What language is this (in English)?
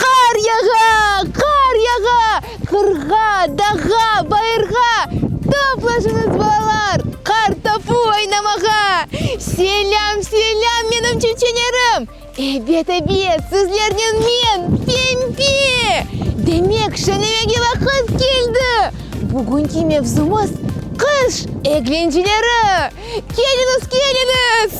Crimean Tatar